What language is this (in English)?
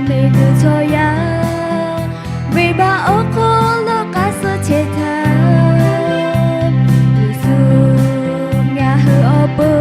Lahu